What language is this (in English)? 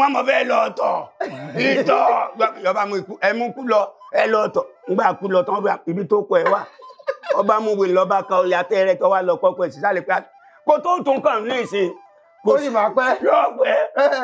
Yoruba